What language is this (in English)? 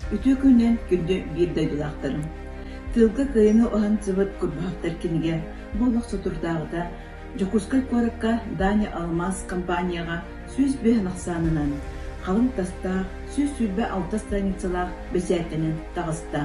Yakut